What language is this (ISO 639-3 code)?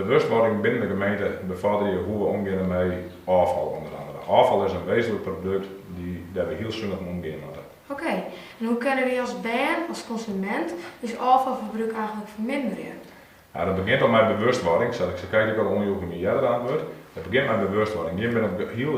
fry